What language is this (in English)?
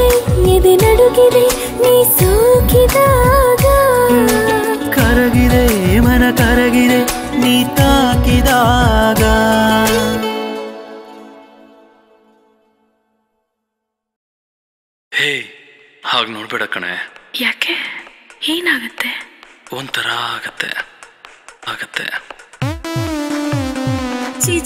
Kannada